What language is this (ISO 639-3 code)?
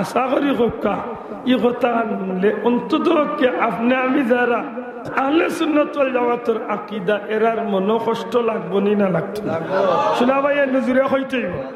syl